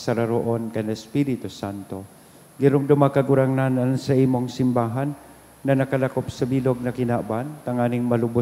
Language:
Bikol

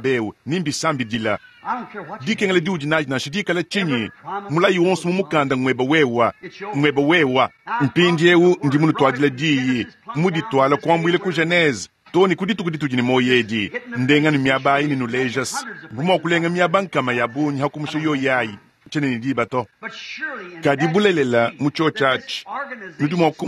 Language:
Luba-Lulua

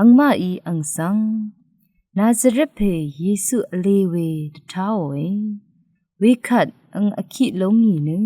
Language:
Rawang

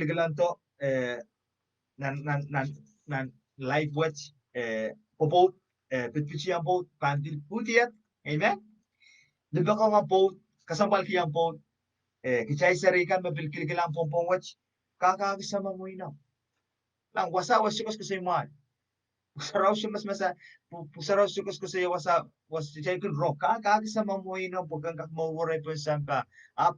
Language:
Pohnpeian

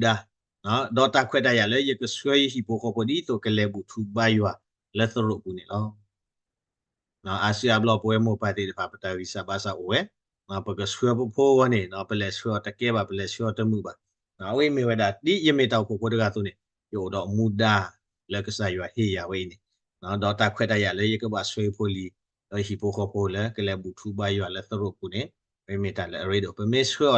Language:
S'gaw Karen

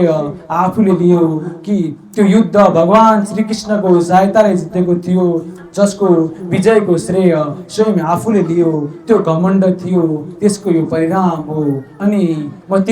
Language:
Nepali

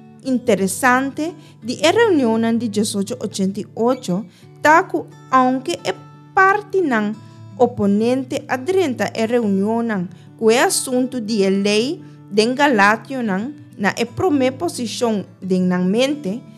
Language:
Papiamento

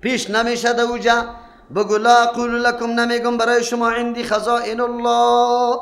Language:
Persian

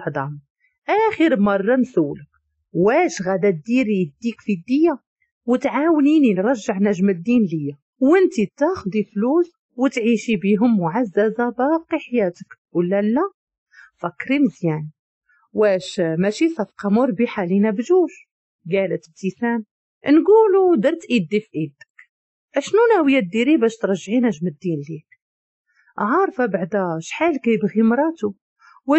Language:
Moroccan Arabic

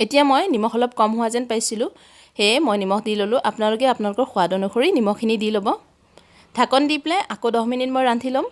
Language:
Assamese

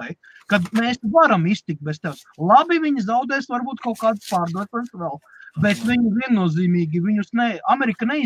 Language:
Latvian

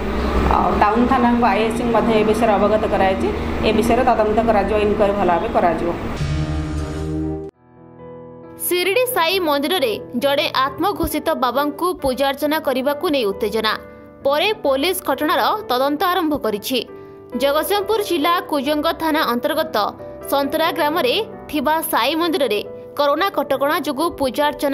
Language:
Odia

